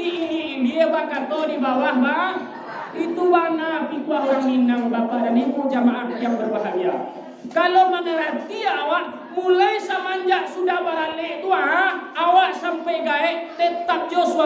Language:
Minangkabau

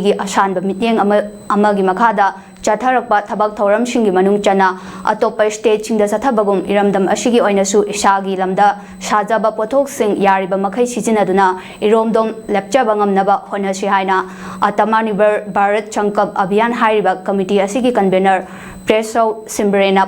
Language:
Manipuri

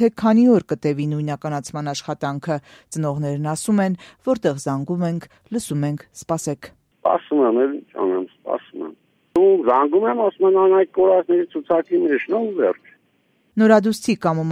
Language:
Armenian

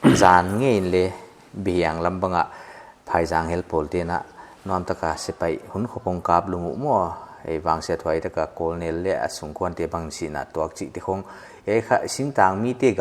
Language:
Paite Chin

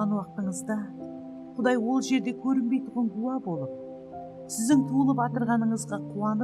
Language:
Kara-Kalpak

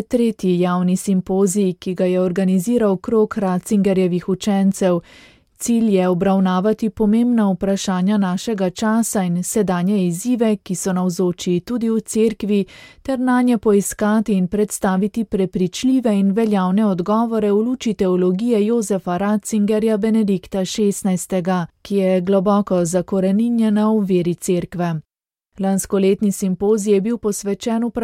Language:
Slovenian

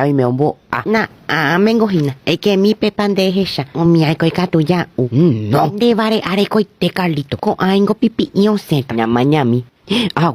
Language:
Guarani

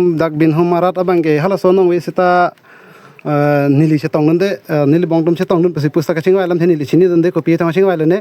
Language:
Karbi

